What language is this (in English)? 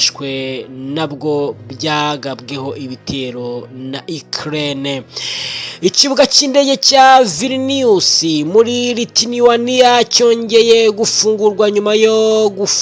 Kinyarwanda